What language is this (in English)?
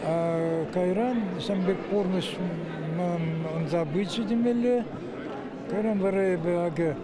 Chuvash